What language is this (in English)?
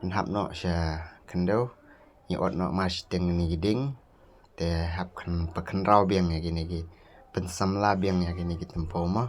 Khasi